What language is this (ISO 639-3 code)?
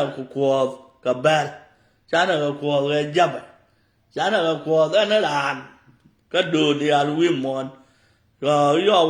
nus